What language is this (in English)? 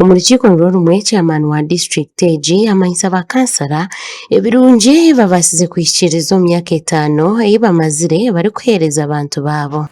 Nyankole